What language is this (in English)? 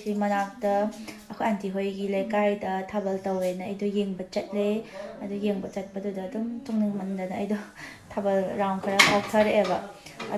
Manipuri